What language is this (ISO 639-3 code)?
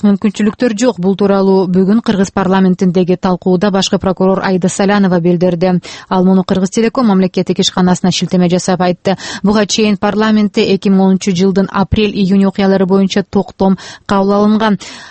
kir